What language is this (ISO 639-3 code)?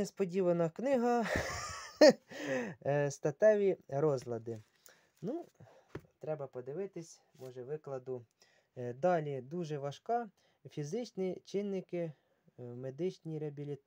ukr